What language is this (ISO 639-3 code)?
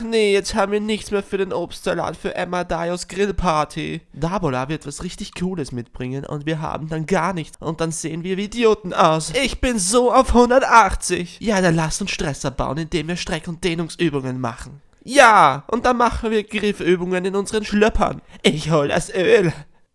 bar